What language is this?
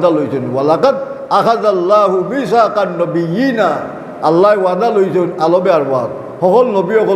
Sylheti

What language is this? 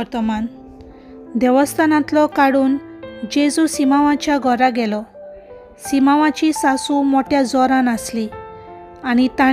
Konkani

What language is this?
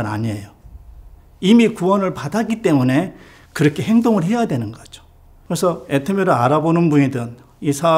Korean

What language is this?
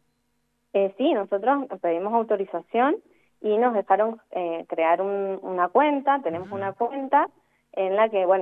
Spanish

